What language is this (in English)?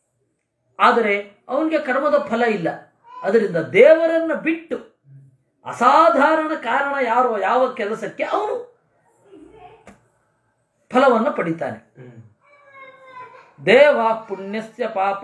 Kannada